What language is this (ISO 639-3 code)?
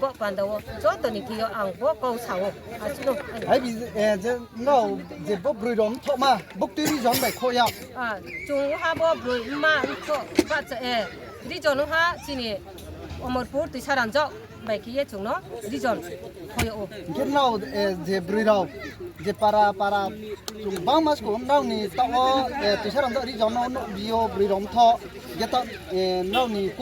ria